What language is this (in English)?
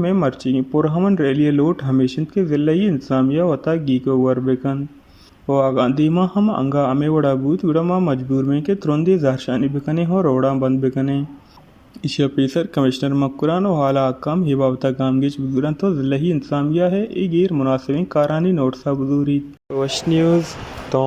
Baluchi